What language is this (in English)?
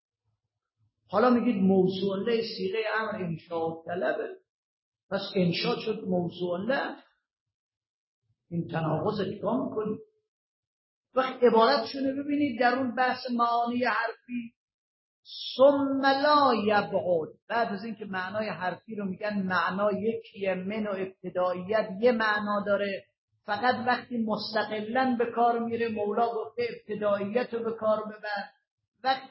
Persian